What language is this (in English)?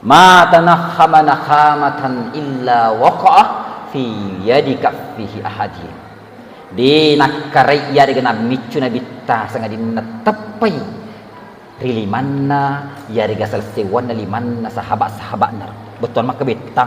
Buginese